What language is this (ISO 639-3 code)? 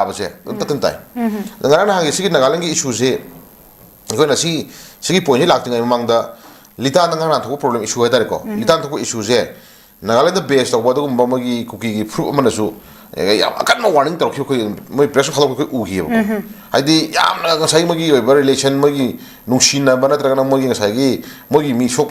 mni